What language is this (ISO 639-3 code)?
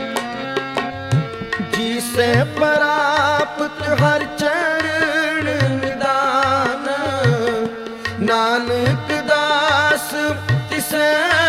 pan